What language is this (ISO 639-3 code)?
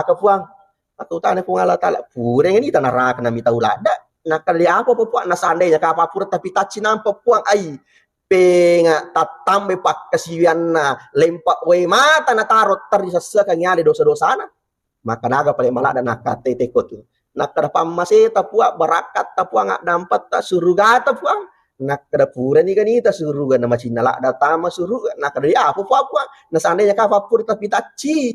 bug